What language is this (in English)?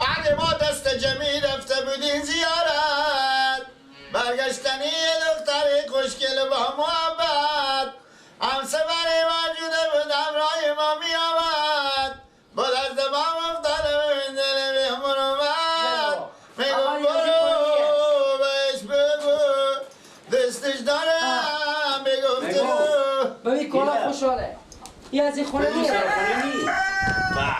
Persian